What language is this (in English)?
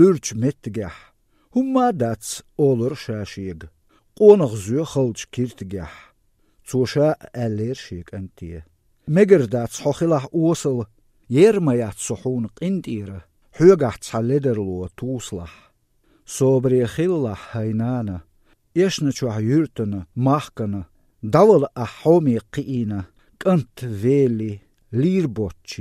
Chechen